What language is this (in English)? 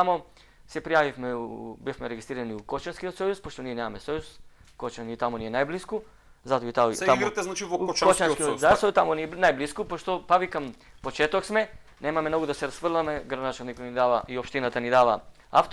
Macedonian